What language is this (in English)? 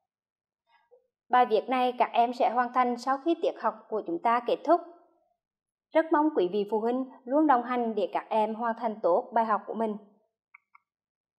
Vietnamese